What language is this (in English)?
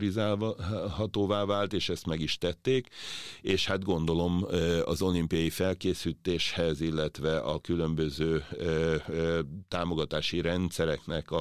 Hungarian